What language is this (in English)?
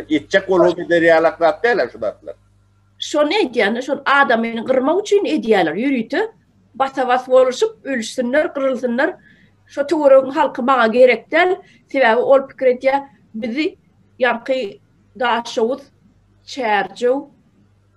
Turkmen